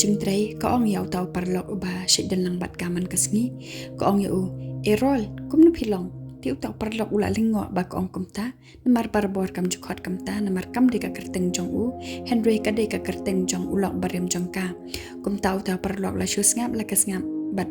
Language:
Khasi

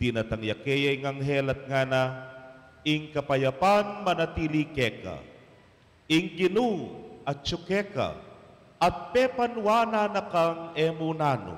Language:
Pampanga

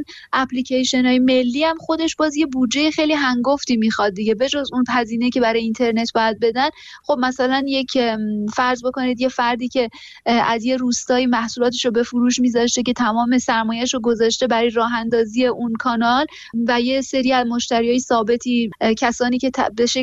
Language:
Persian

